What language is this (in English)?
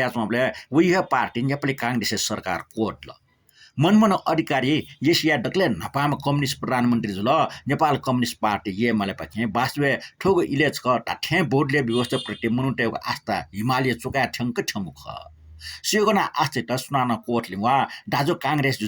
Newari